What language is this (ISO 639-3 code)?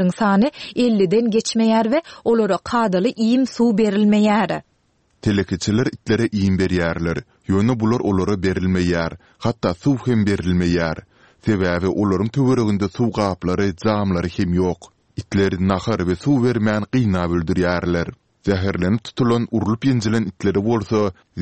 tuk